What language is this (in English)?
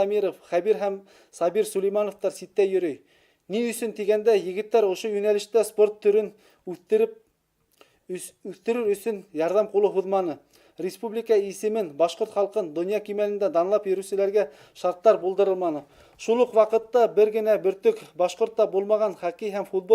Bashkir